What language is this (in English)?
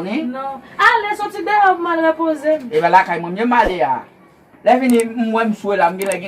Haitian Creole